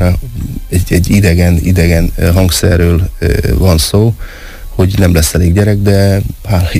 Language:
Hungarian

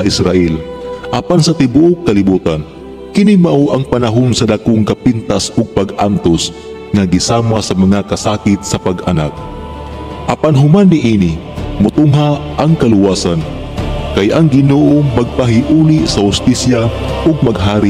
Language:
Cebuano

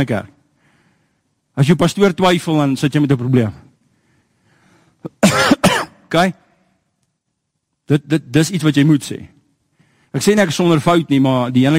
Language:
Afrikaans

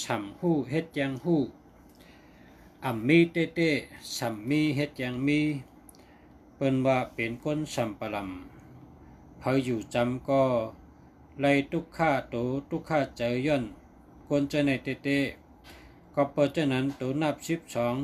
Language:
Shan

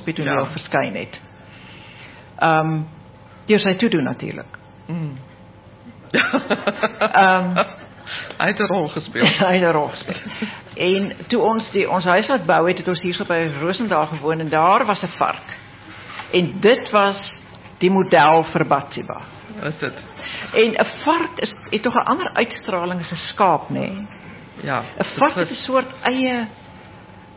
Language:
Afrikaans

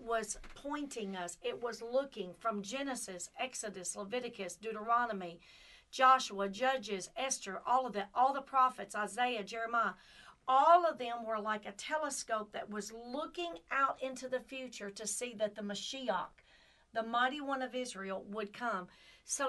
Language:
English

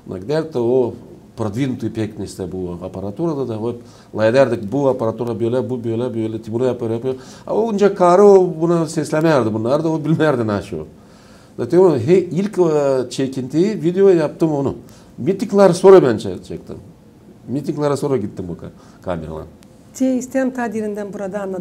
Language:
Gagauz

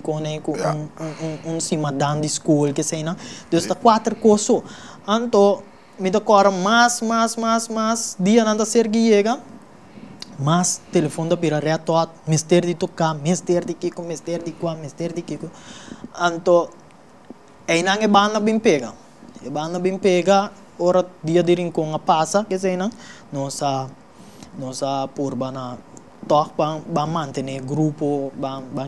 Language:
Papiamento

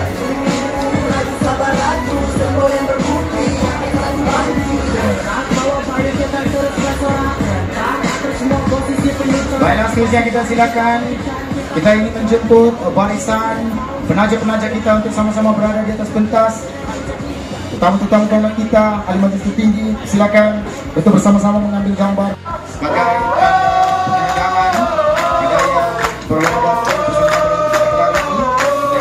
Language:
Malay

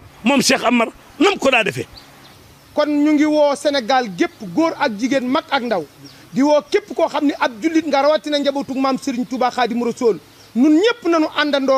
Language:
Wolof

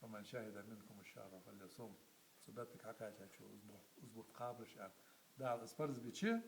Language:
Ingush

